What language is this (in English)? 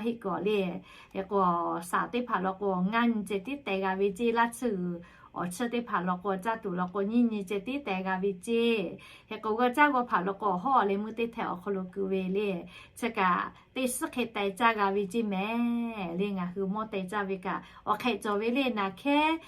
Lahu